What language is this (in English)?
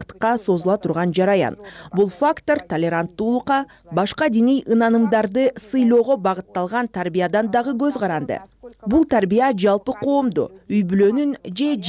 Kyrgyz